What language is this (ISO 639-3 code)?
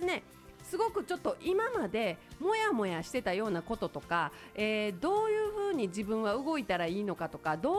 jpn